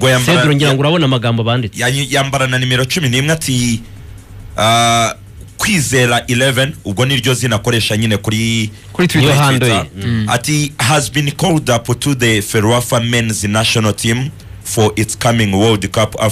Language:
Kinyarwanda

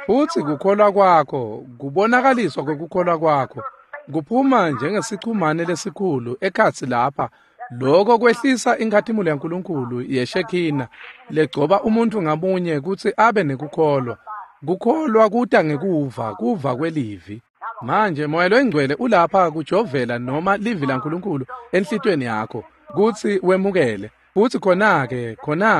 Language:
Swati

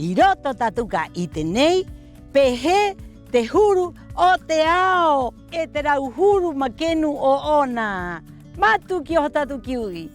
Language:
Rapanui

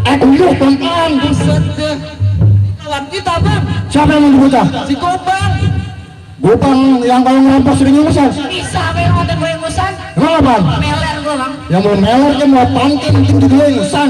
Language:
Betawi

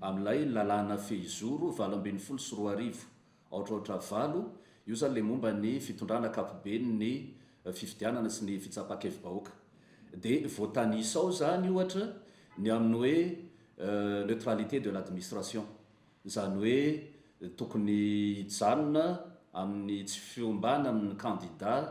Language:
Malagasy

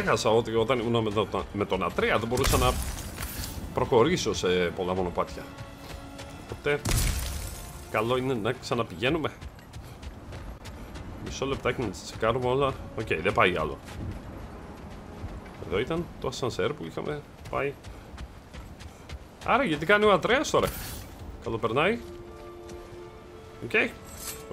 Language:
Greek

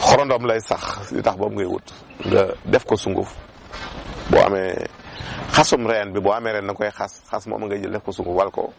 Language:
Wolof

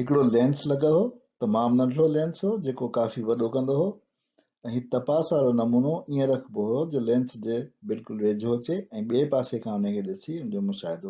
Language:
Sindhi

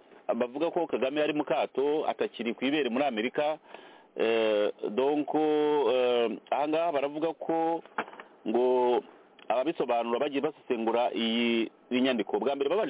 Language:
Kinyarwanda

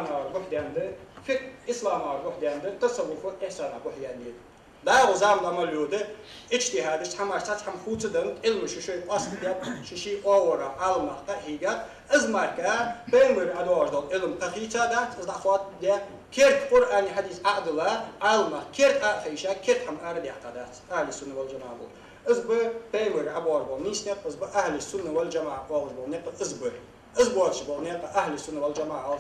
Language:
Ingush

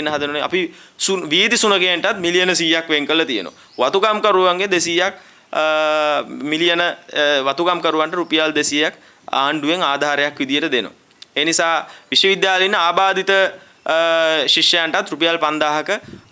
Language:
Sinhala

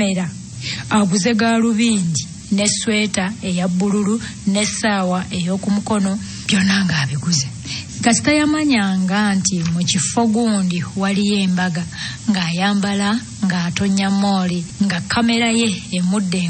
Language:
Ganda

